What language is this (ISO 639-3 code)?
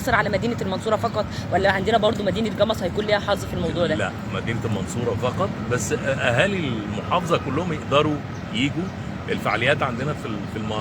arz